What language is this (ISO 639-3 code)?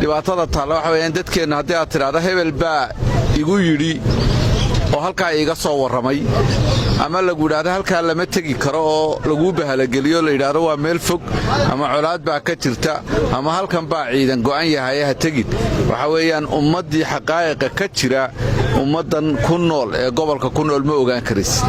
som